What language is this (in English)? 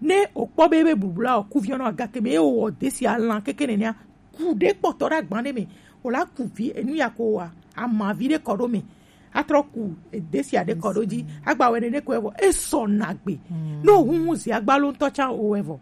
Gen